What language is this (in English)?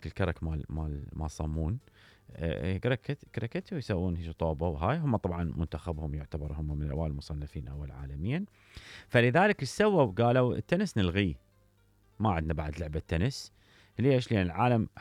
Mesopotamian Arabic